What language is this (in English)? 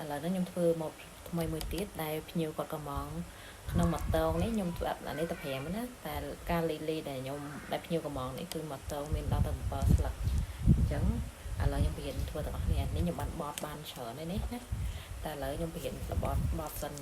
Khmer